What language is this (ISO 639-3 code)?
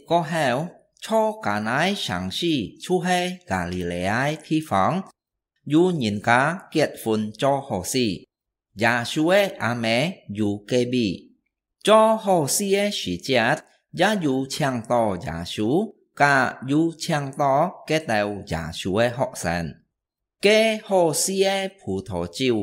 hak